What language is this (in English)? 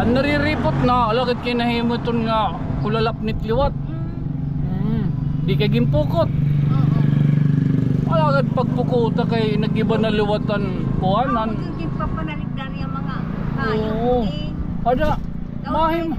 Waray